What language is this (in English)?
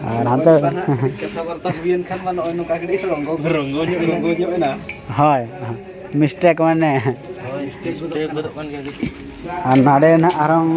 Santali